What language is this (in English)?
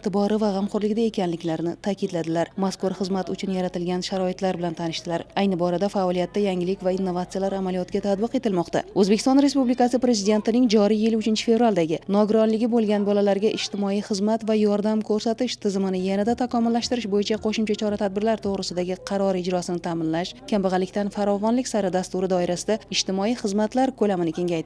Uzbek